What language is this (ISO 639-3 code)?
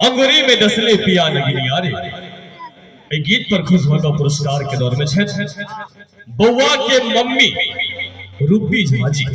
mai